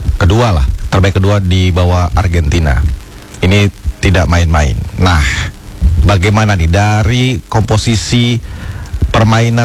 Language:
Indonesian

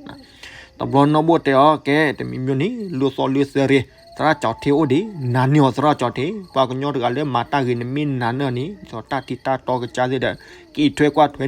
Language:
S'gaw Karen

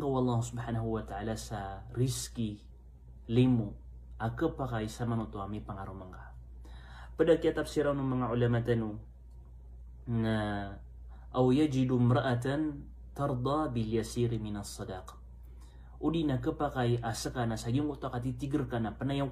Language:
Maranao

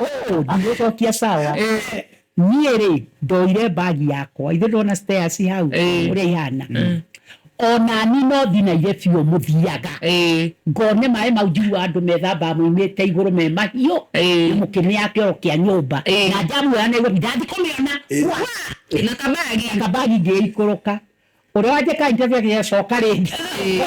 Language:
Kikuyu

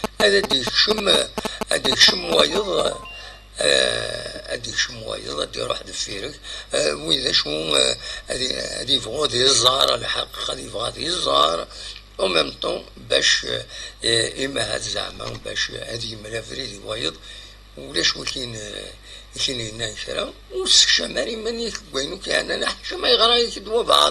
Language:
Kabyle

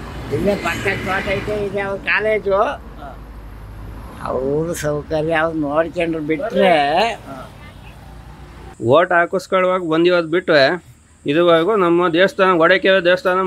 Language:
Kannada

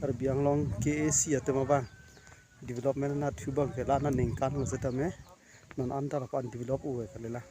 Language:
Karbi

